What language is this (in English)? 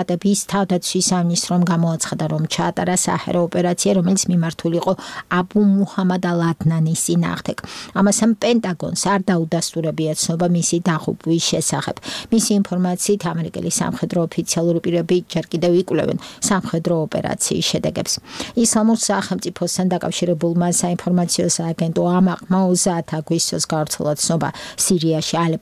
Georgian